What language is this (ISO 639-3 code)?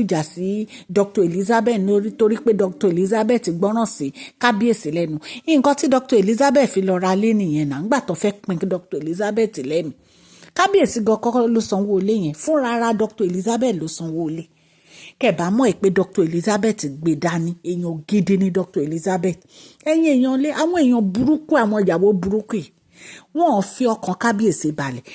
yor